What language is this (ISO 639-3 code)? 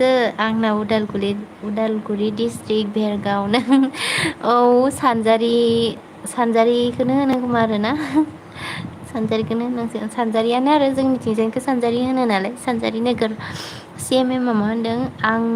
brx